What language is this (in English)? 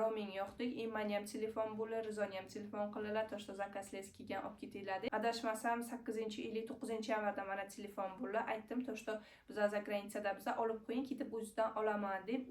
Uzbek